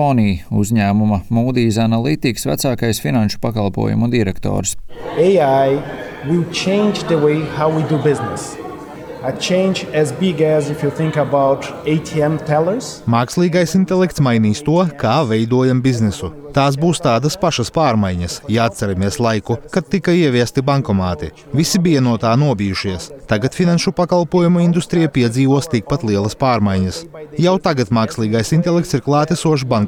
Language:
Latvian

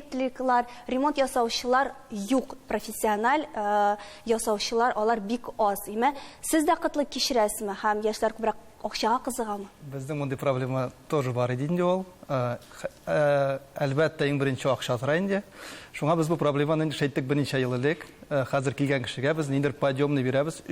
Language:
Tatar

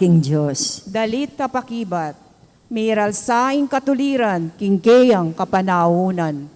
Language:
Pampanga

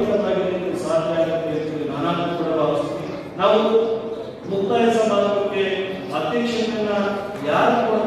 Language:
Kannada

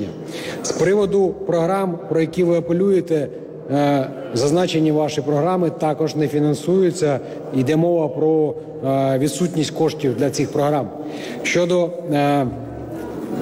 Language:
Ukrainian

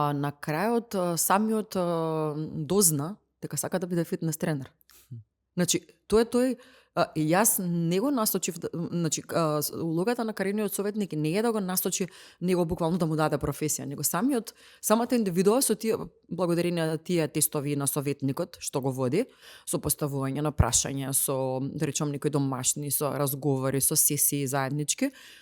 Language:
Macedonian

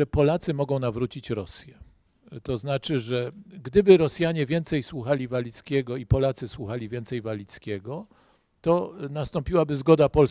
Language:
Polish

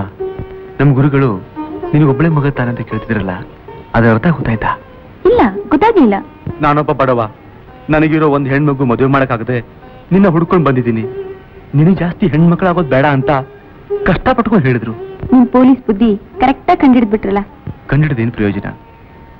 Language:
Kannada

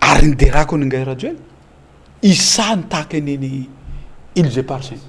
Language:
Malagasy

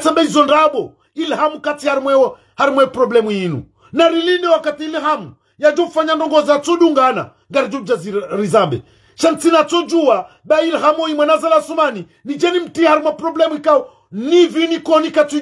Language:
Ngazidja Comorian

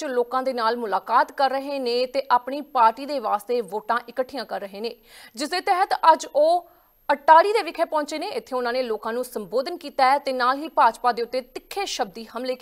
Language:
Punjabi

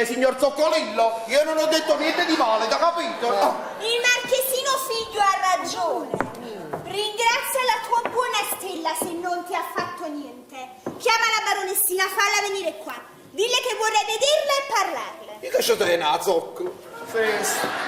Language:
Neapolitan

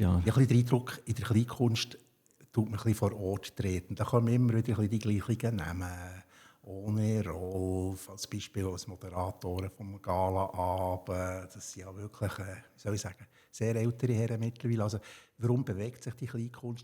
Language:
Swiss German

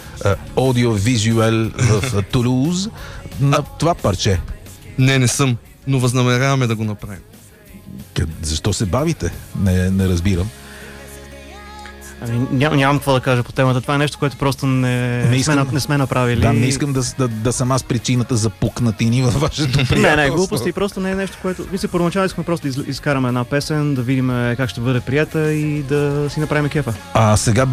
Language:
Bulgarian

